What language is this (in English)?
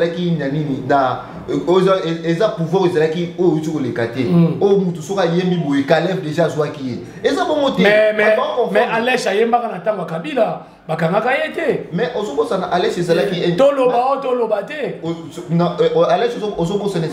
Lingala